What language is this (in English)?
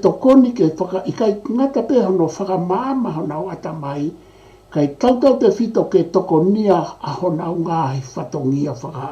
Tongan